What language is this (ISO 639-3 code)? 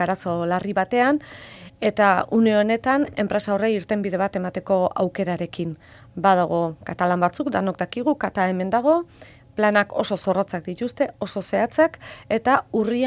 eus